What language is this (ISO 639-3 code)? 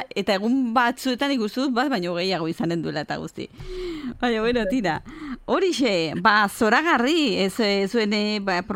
eus